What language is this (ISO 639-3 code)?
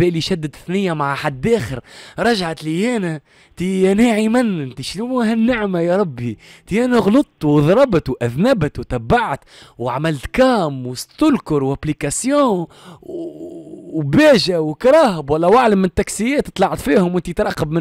aeb